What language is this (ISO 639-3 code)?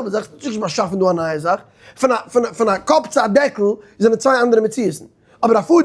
yid